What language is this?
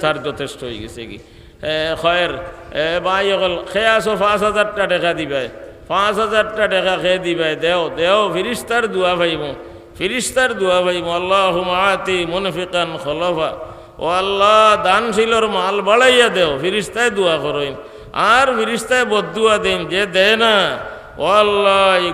Sylheti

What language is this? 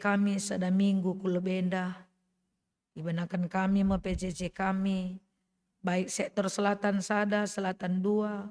Batak Karo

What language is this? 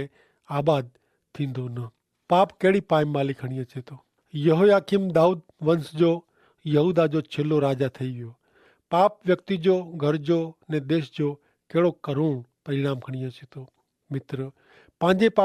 Kachhi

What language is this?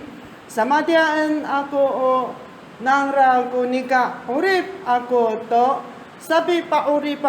Amis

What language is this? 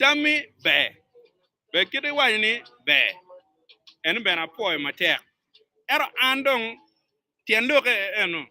Acoli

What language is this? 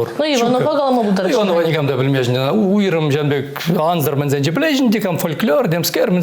Chuvash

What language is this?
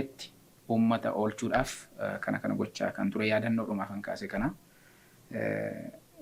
Oromo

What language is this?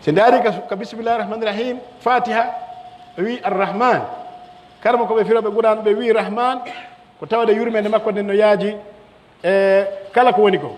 Pular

